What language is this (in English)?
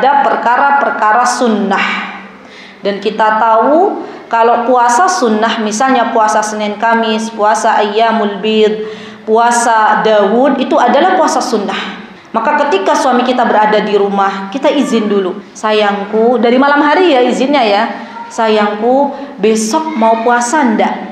Indonesian